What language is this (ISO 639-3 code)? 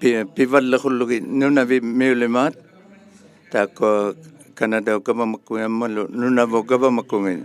iku